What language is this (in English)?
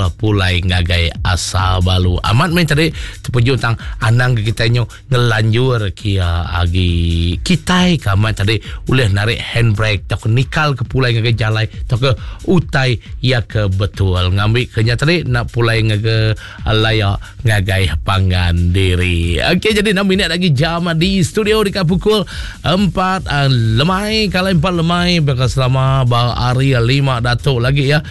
Iban